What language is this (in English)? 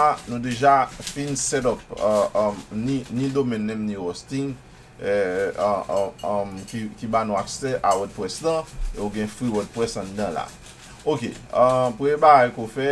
Haitian Creole